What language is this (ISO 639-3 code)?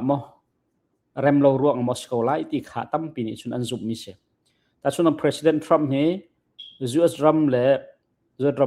cnh